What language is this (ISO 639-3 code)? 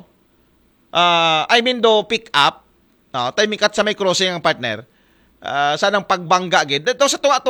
akl